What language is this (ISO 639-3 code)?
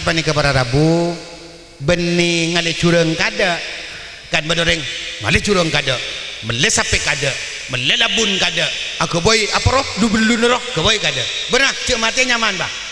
mad